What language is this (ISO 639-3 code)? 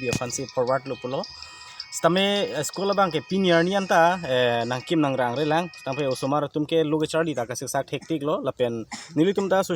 mjw